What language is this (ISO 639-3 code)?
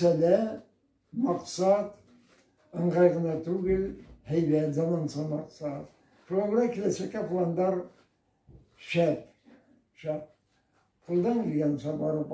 bak